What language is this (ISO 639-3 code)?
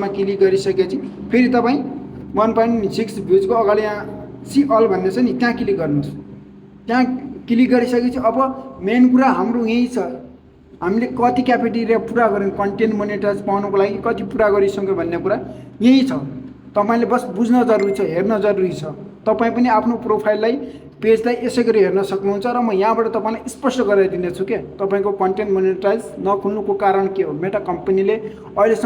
nep